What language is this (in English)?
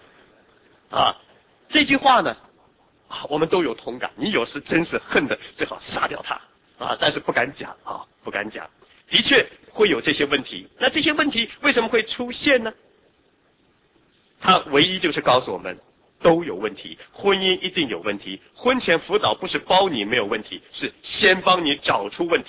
Chinese